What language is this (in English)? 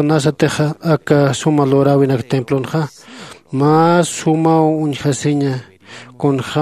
Aymara